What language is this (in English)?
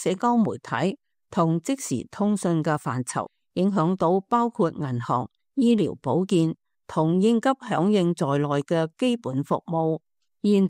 Cantonese